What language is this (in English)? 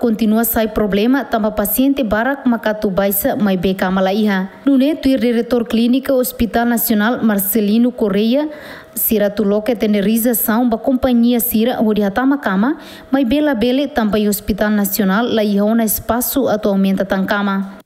Tetum